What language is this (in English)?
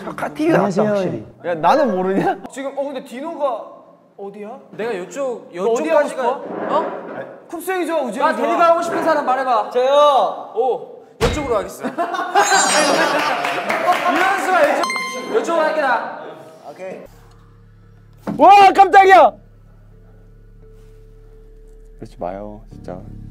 Korean